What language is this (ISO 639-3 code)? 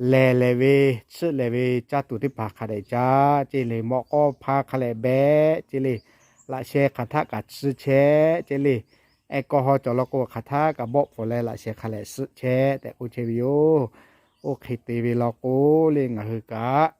lhu